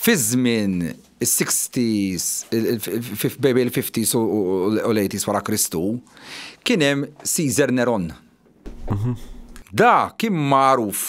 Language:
Maltese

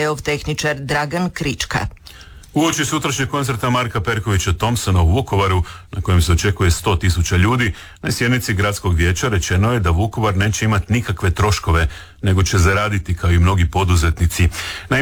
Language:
Croatian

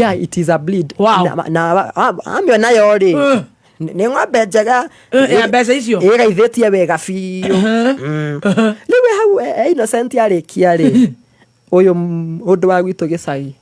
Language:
Kikuyu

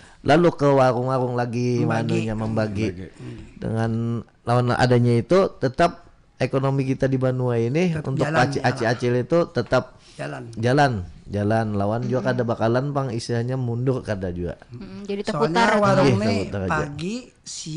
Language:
Banjar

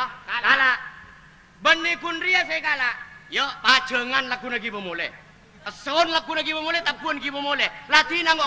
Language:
Madurese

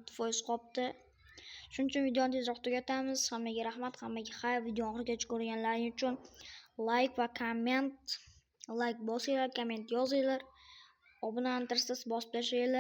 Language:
Uzbek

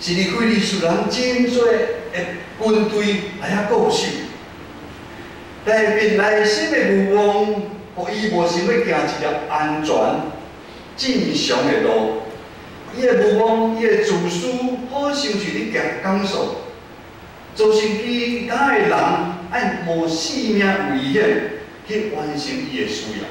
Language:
Min Nan Chinese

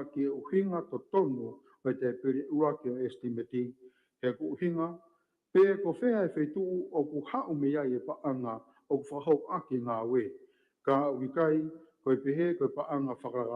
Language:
Tongan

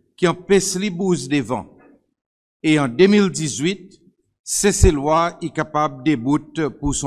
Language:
Seselwa Creole French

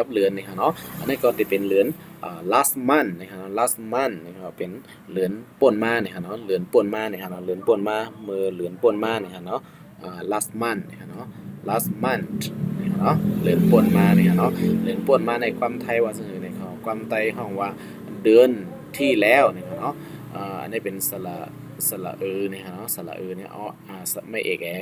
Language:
Shan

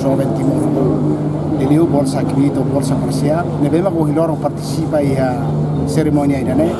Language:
Tetum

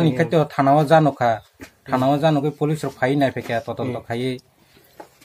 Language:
Kok Borok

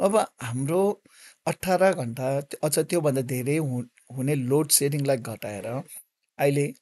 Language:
Nepali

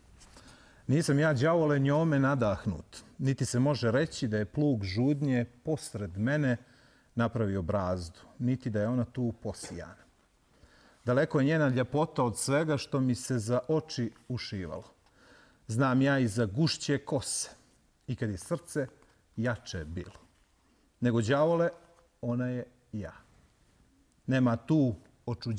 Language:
Bosnian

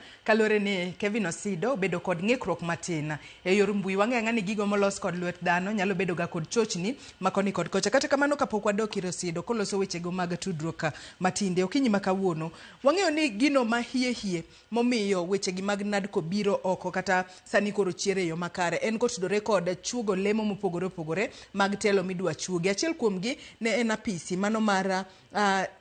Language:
Luo (Kenya and Tanzania)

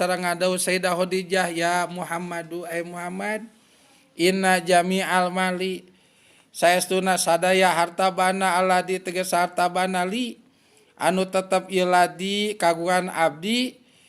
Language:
Sundanese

